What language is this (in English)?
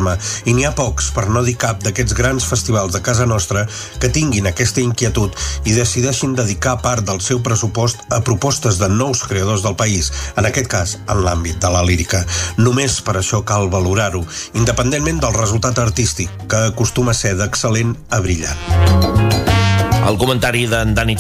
Catalan